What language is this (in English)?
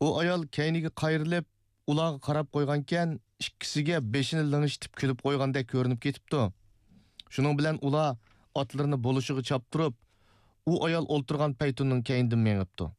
Uyghur